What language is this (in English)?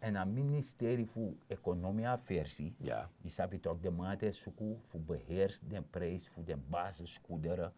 Sranan Tongo